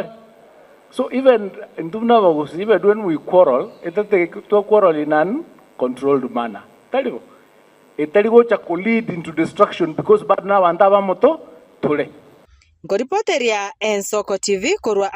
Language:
Gusii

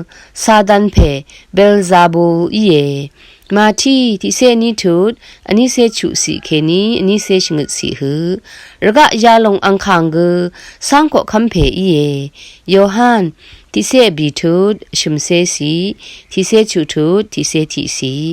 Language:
Rawang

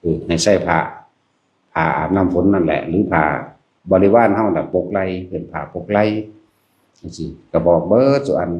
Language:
Lao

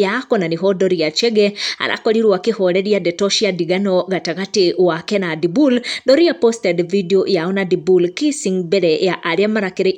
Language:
Kikuyu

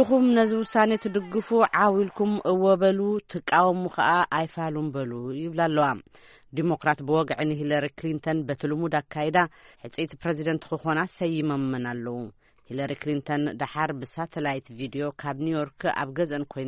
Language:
Tigrinya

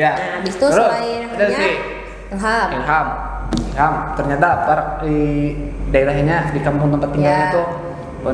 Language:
Banjar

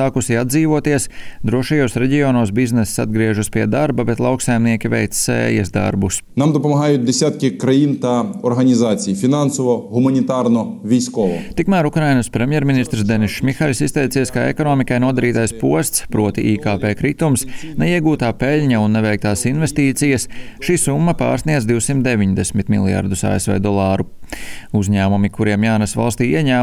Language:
Latvian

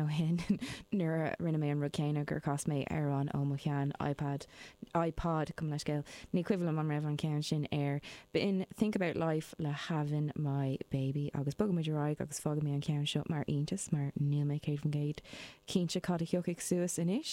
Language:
Irish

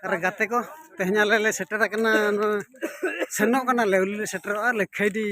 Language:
Santali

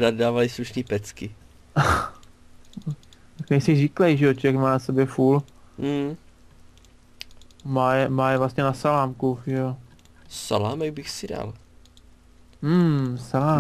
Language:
Czech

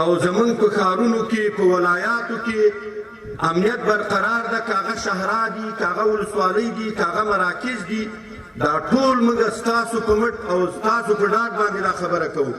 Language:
Pashto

